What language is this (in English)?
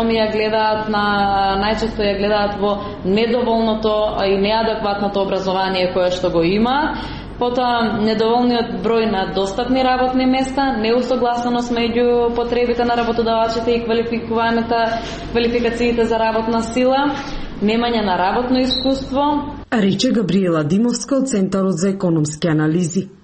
Macedonian